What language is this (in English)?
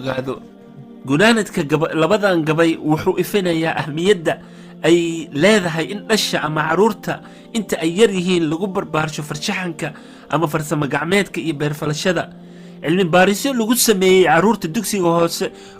Somali